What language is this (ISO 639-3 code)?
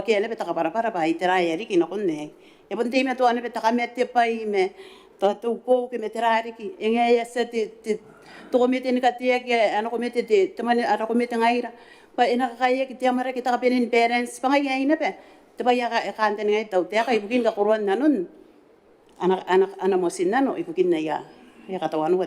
gil